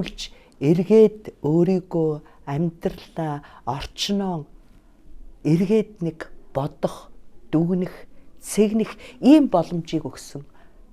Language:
Mongolian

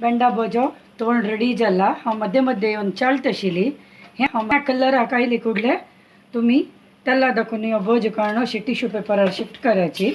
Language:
Konkani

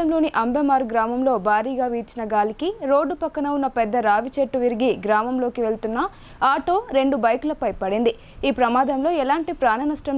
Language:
Telugu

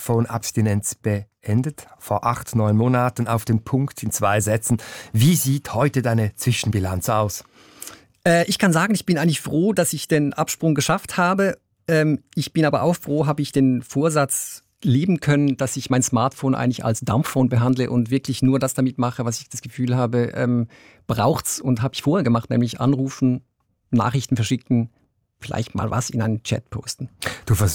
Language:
German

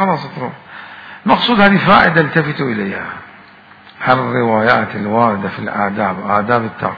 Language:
Mesopotamian Arabic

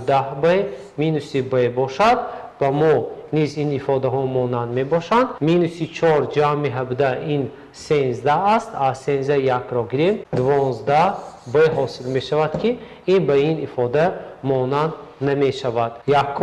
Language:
Tajik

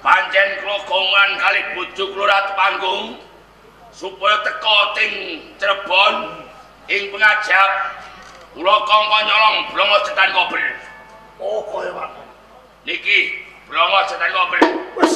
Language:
Javanese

